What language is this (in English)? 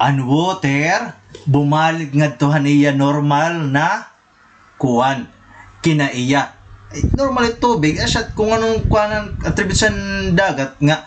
Waray